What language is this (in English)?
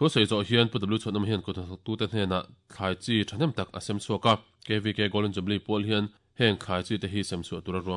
Mizo